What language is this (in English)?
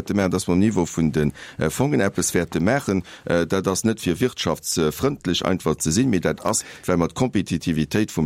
Luxembourgish